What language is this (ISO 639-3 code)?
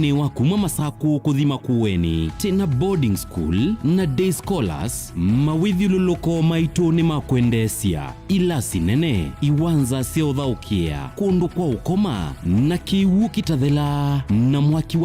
kam